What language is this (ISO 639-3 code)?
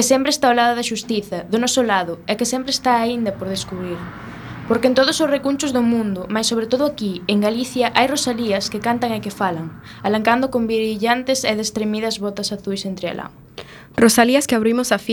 glg